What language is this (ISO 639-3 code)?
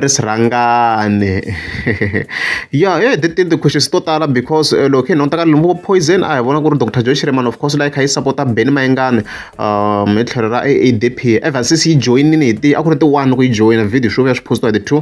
tso